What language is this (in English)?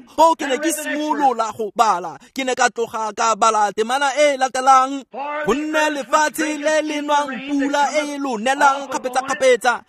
Tswana